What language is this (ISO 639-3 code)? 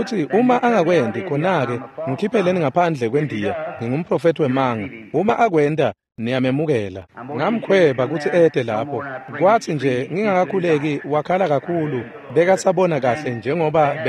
ssw